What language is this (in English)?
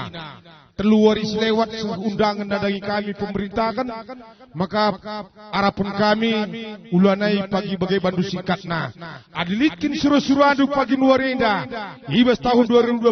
Batak Karo